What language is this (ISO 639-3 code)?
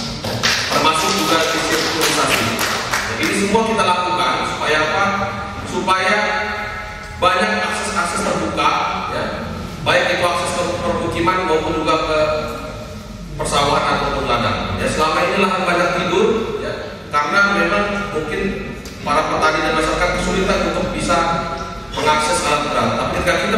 ind